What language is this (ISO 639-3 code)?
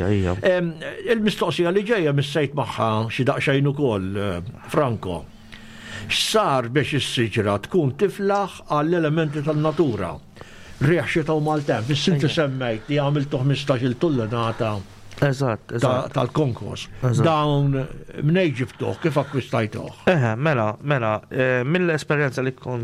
mlt